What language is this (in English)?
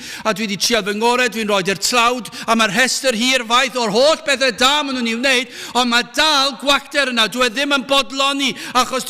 Welsh